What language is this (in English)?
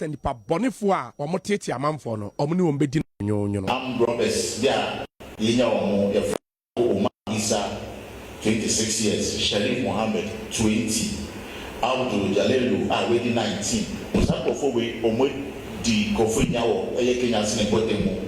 Akan